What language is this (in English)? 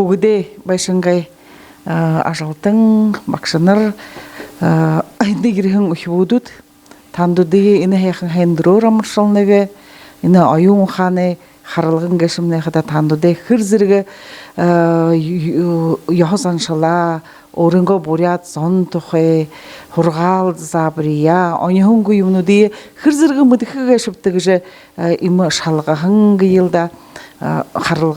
Buriat